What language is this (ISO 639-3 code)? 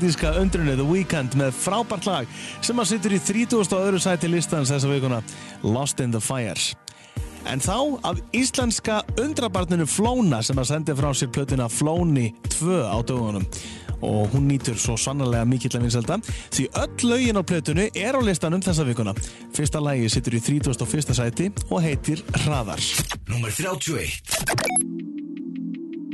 isl